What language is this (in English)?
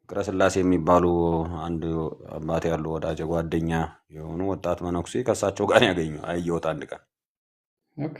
Amharic